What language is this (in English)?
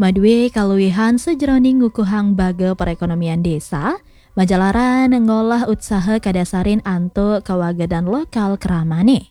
Balinese